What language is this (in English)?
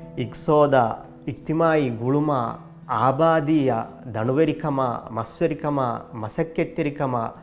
Divehi